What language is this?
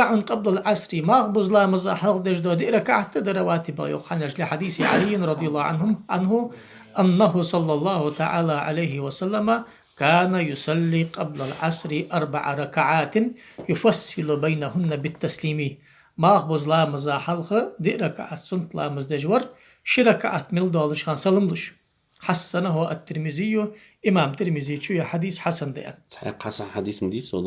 Ingush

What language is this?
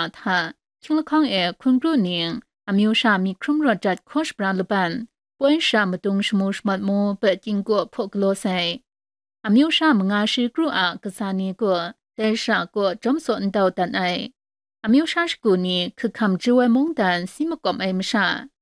Kachin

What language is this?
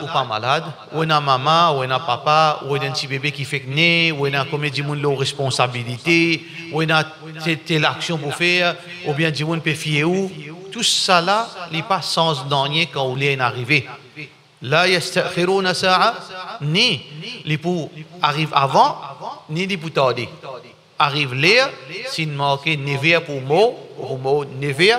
Morisyen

